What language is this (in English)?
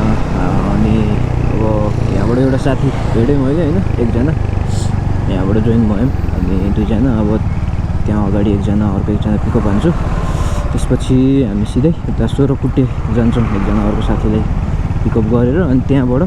Nepali